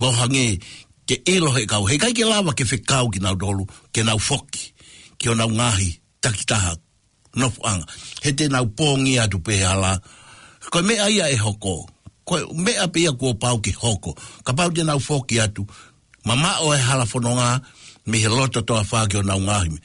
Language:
Tongan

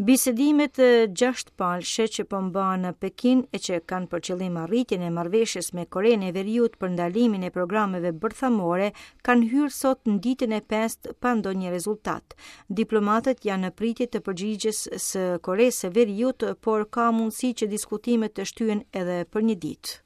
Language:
Albanian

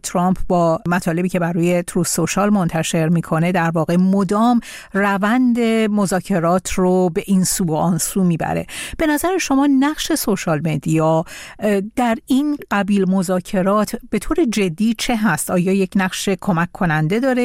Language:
Persian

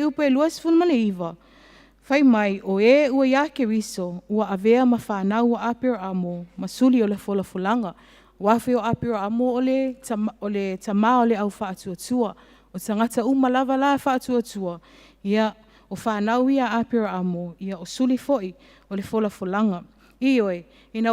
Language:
Samoan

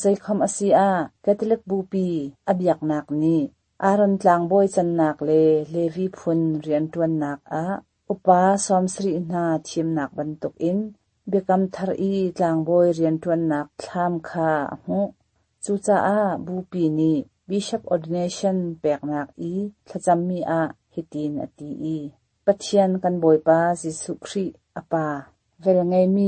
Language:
Hakha Chin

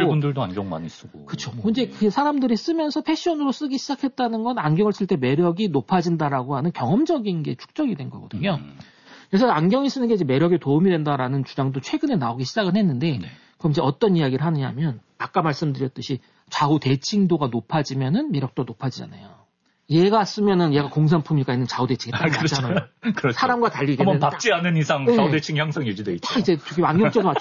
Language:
Korean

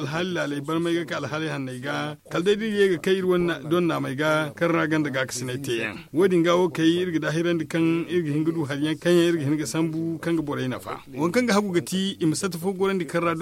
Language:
Zarma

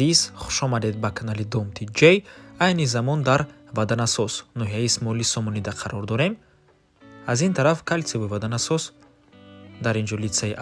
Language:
Tajik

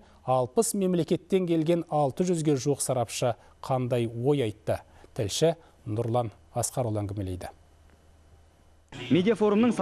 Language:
Kazakh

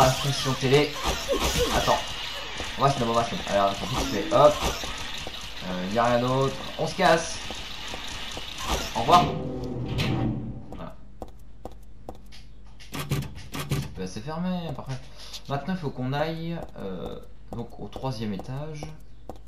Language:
French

